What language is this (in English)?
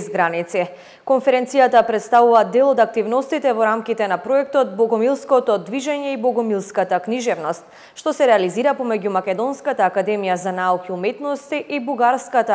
Macedonian